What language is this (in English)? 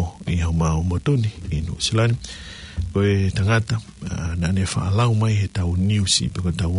Tongan